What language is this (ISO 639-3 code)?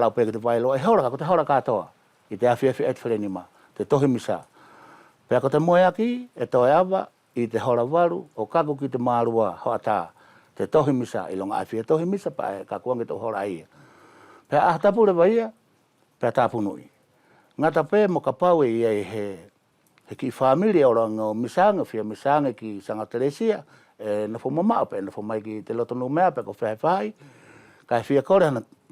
wls